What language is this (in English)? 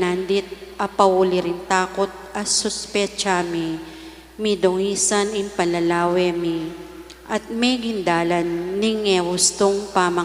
Pampanga